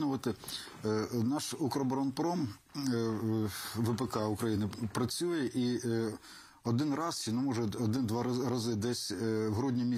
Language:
Ukrainian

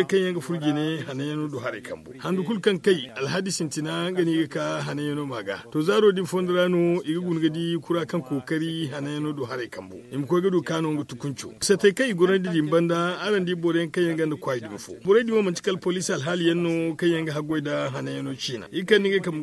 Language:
Zarma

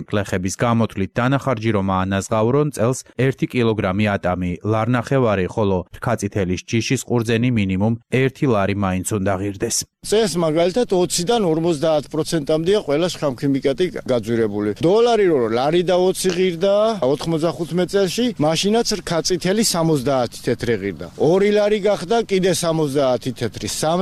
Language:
Georgian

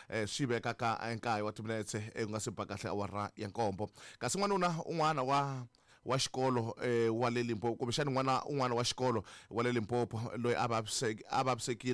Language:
Tsonga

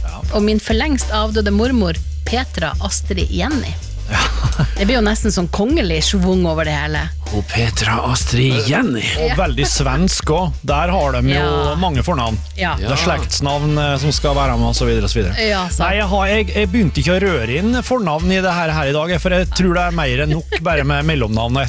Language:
Norwegian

